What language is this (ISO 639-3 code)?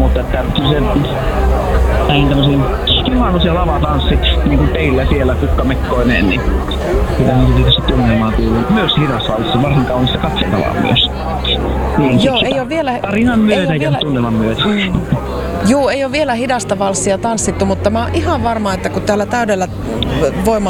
fin